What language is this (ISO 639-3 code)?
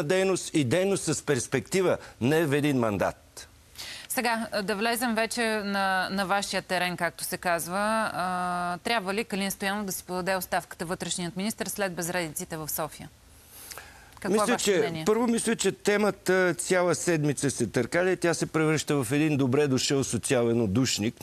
bul